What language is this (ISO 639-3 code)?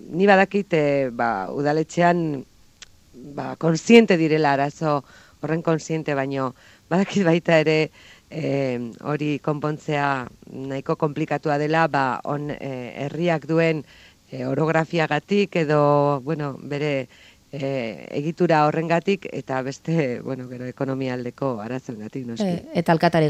eus